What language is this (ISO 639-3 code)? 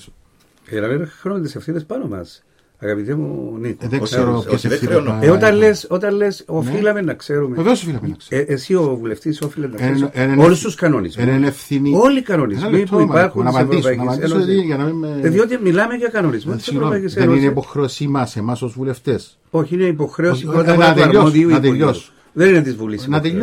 ell